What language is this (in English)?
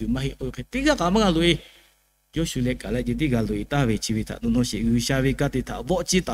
Lahu